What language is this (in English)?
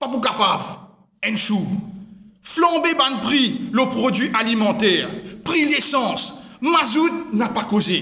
Morisyen